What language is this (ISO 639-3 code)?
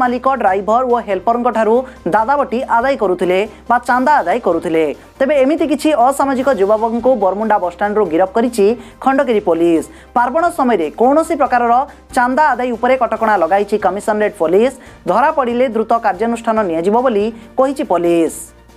ori